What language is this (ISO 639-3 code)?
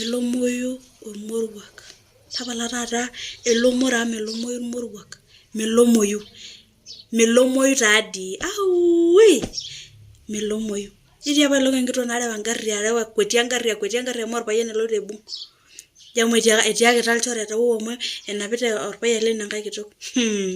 mas